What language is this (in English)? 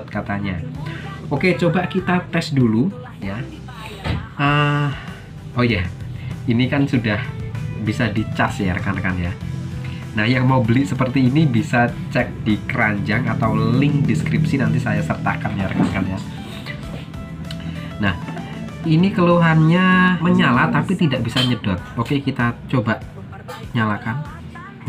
Indonesian